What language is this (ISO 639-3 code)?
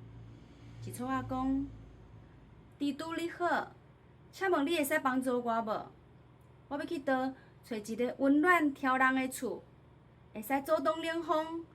nan